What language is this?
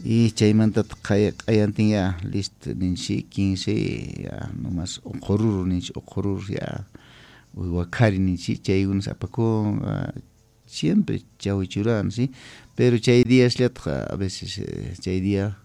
Quechua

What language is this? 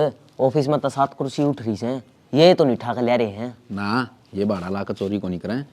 Haryanvi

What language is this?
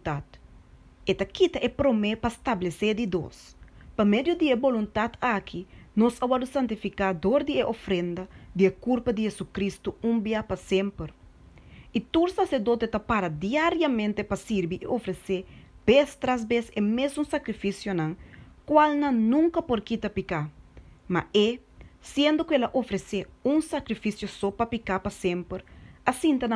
Papiamento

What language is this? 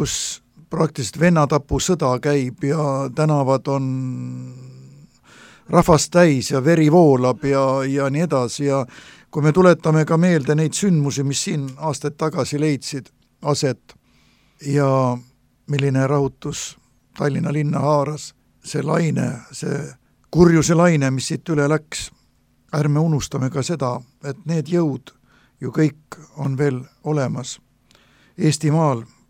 Estonian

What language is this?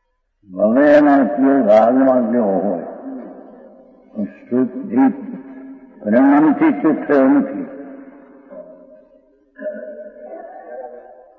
Gujarati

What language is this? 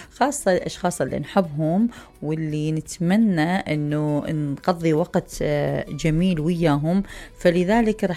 Mesopotamian Arabic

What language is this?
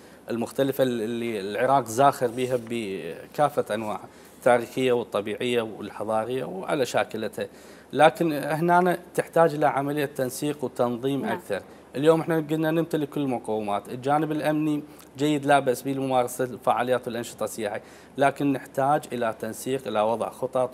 Mesopotamian Arabic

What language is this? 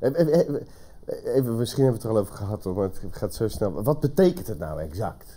Dutch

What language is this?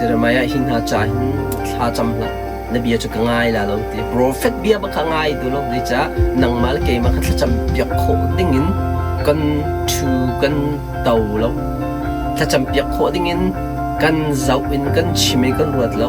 Hakha Chin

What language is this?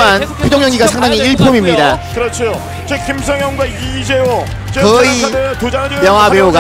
Korean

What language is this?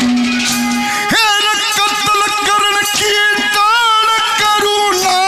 Haryanvi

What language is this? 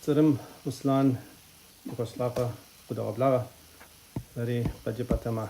Kabardian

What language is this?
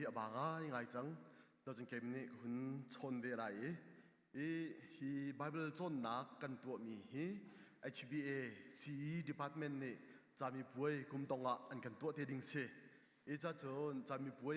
Hakha Chin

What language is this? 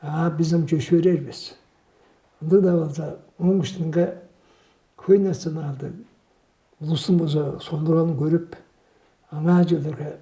Tuvinian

